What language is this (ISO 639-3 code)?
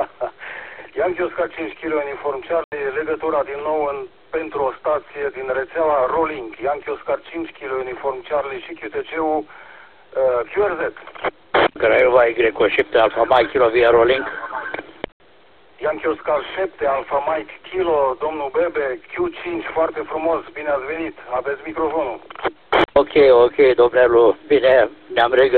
ron